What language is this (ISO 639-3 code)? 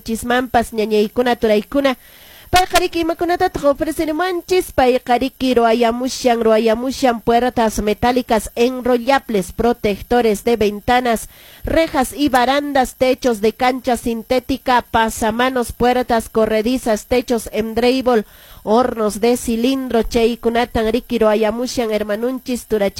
que